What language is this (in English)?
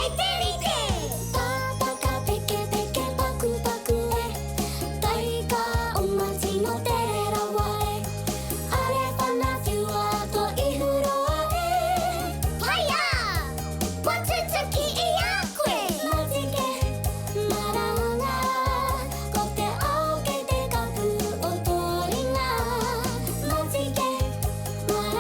Māori